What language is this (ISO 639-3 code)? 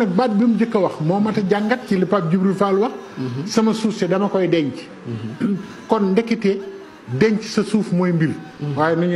wol